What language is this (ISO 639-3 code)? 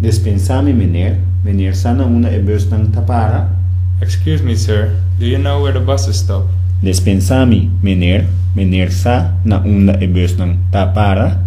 pap